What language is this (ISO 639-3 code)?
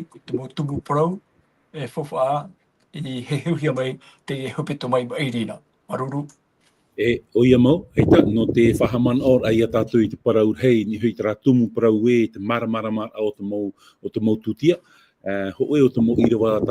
tah